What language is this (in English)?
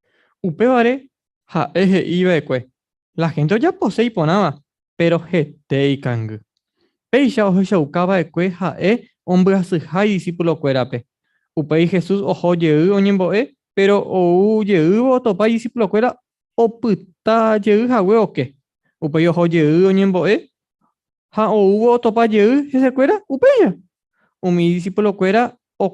Guarani